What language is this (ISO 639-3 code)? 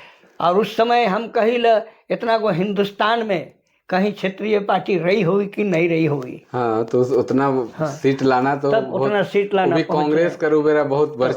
sck